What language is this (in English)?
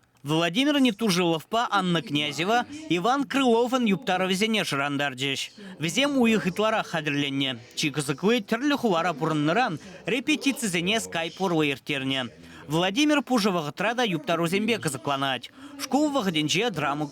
Chuvash